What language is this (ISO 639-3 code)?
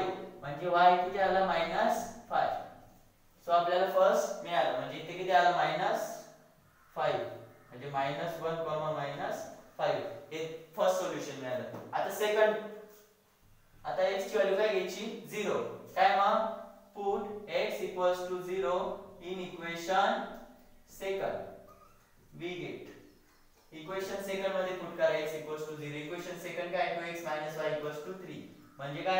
mar